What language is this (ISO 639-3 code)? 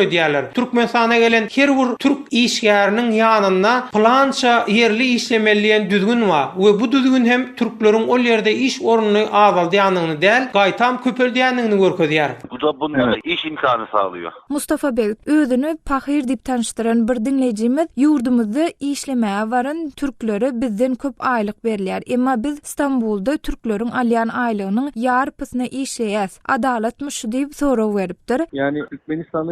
tuk